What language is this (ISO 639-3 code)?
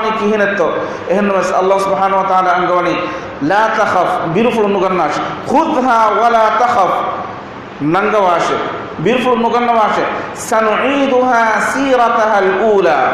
div